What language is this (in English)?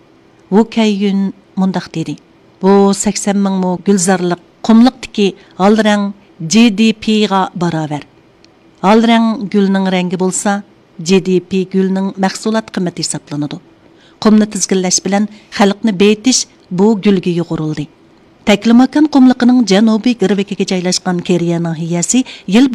Uyghur